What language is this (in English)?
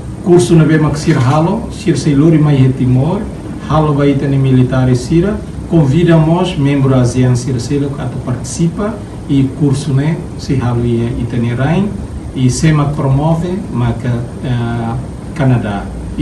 Tetum